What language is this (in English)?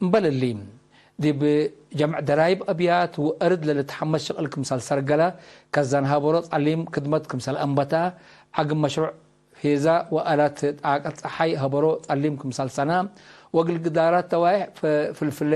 Tigre